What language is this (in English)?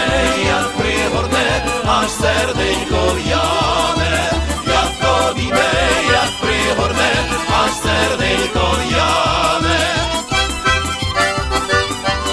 Ukrainian